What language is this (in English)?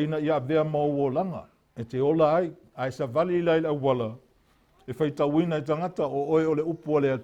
Samoan